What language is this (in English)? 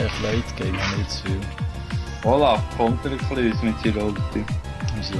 Swiss German